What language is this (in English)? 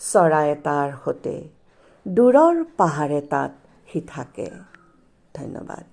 Assamese